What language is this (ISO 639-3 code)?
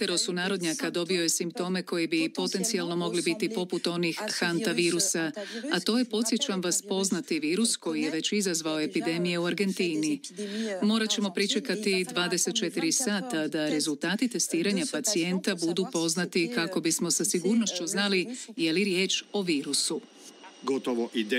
hrv